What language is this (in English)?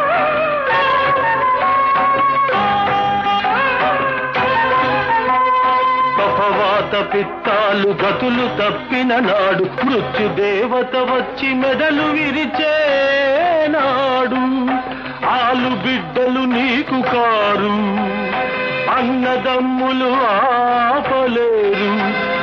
Telugu